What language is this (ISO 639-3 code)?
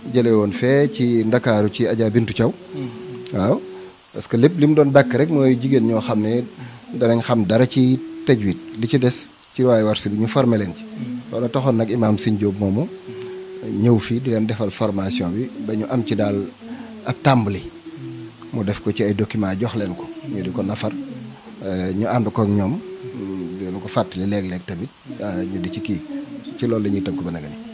wol